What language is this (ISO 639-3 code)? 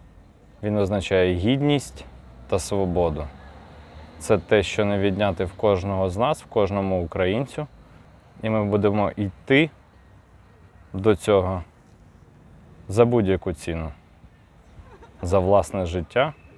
ukr